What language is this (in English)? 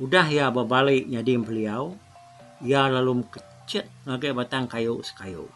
Iban